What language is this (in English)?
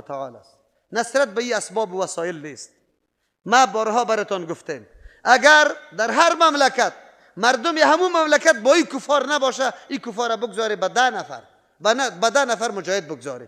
Persian